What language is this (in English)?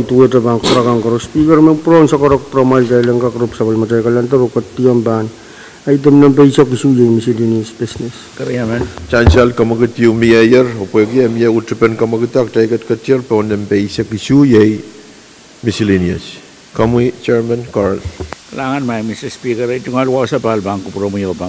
Pohnpeian